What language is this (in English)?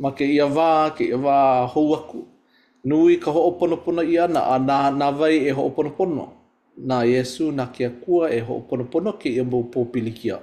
Hawaiian